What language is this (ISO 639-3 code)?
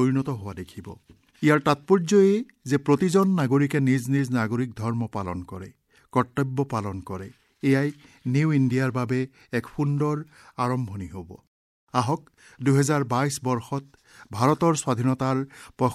asm